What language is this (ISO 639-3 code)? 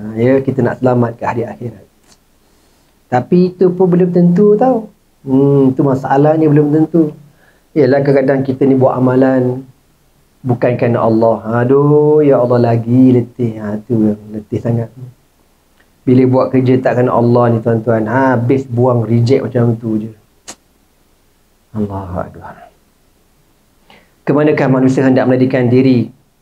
msa